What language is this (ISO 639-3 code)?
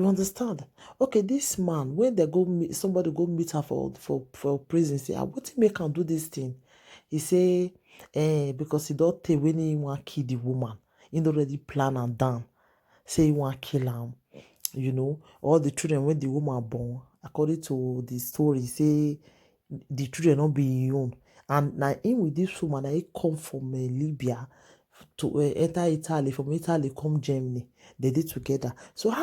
pcm